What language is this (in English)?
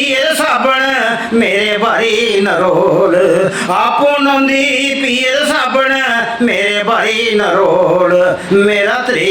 Dogri